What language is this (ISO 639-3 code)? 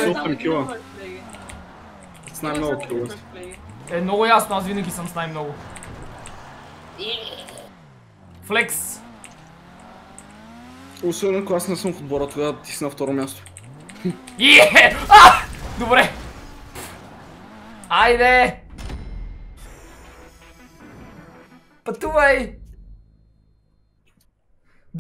bul